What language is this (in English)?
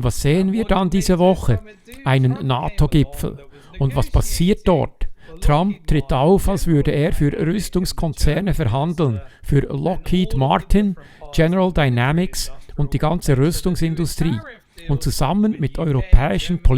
Swiss German